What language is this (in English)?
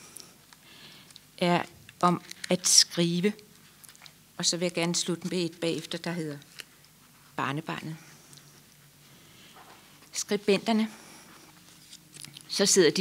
Danish